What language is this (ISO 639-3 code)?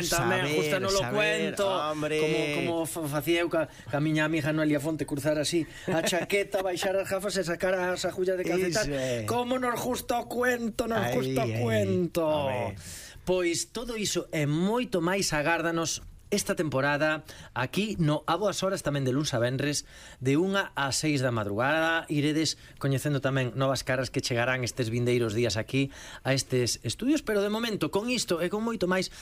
glg